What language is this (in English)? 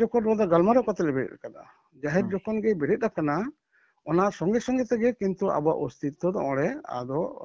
Santali